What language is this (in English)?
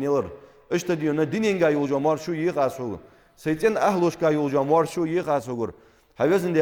Ingush